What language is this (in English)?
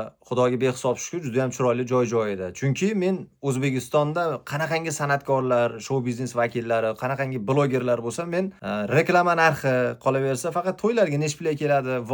Uzbek